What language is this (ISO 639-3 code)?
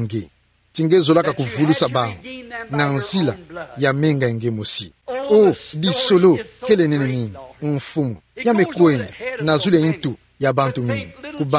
ktu